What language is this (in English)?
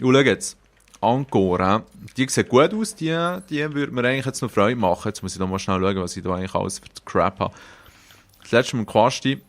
Swiss German